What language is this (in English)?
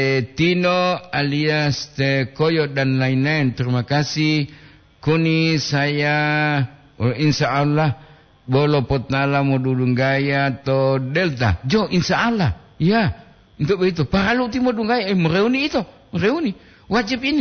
Gorontalo